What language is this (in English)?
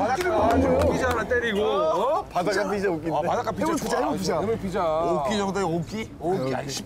Korean